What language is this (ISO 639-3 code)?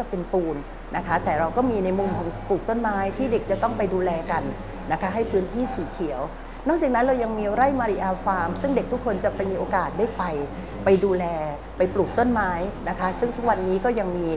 tha